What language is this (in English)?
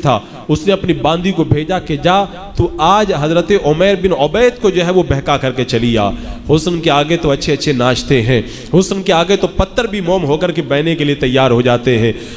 Urdu